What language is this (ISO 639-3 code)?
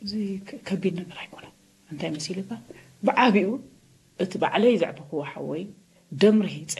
tir